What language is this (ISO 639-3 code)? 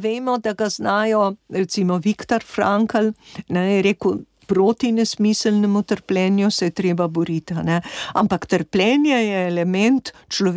slv